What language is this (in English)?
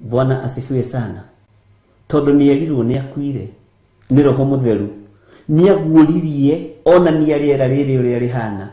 Kikuyu